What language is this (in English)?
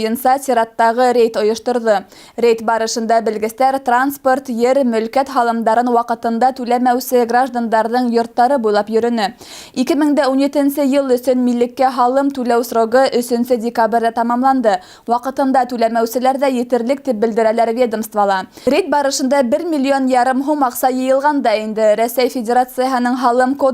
Bashkir